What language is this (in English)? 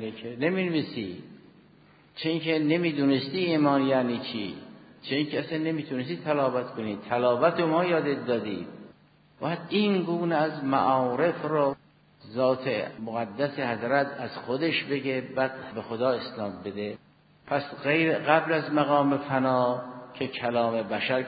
Persian